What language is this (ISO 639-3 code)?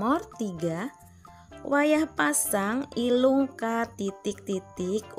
bjn